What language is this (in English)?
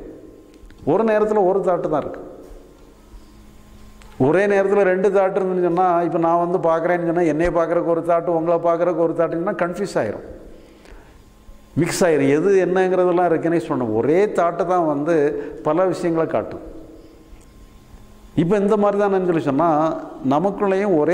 Tamil